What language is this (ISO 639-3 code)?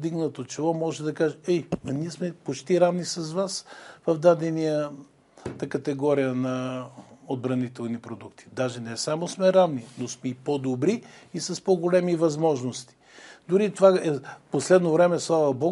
bul